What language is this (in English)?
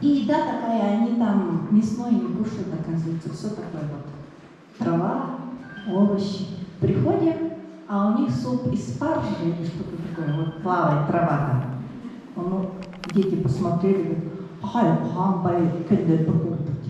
Yakut